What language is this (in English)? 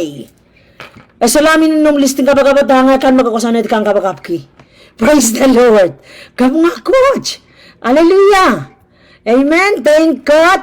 Pohnpeian